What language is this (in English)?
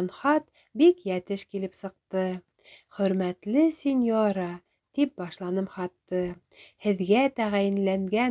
Bashkir